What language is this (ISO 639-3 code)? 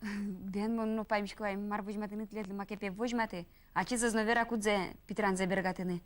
udm